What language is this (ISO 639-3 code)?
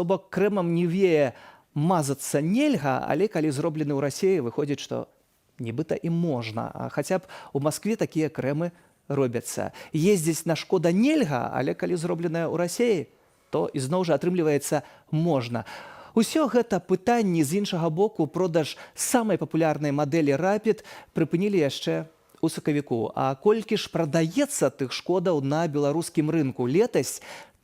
bel